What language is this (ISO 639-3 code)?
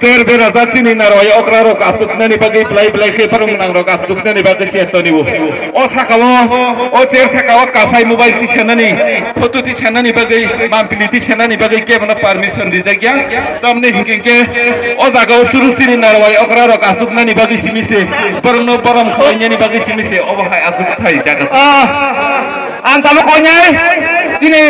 trp